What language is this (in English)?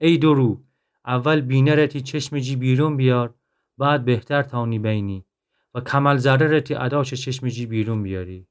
Gilaki